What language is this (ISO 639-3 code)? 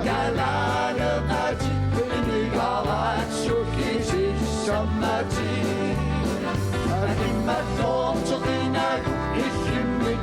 kal